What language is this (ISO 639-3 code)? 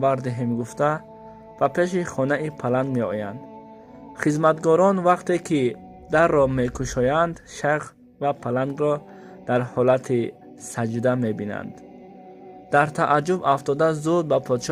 tgk